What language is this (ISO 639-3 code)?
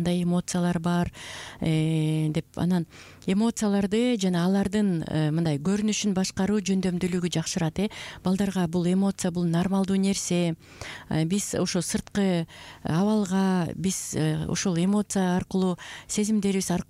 kir